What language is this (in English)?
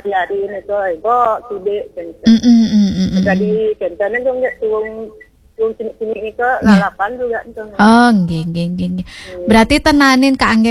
Balinese